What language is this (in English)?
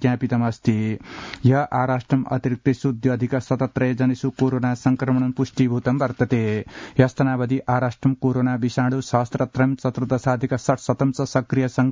Sanskrit